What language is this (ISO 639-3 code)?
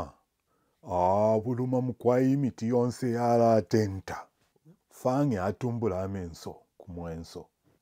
bem